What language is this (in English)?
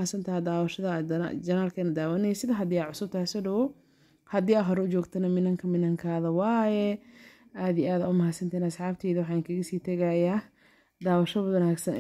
Somali